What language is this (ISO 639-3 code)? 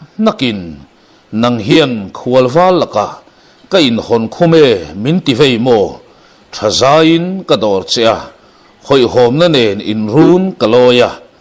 lus